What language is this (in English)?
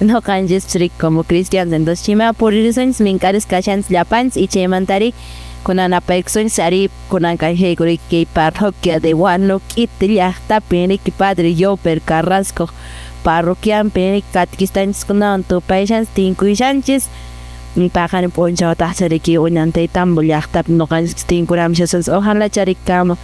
Quechua